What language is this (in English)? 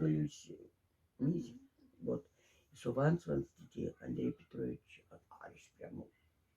Moksha